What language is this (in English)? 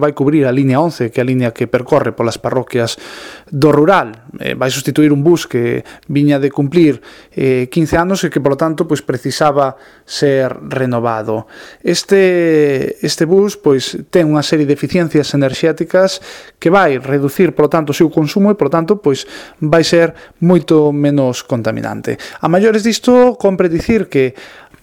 Galician